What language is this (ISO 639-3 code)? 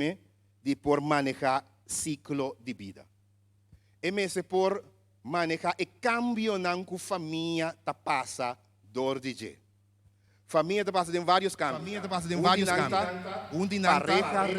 pap